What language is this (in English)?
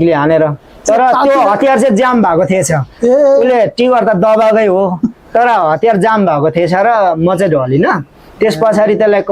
Nepali